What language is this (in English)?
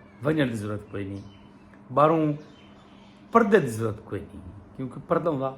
Saraiki